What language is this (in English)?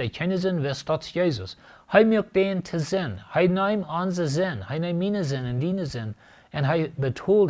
Plautdietsch